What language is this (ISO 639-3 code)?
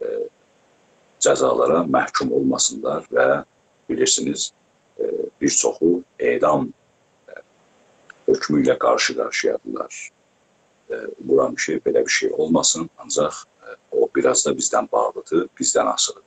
azb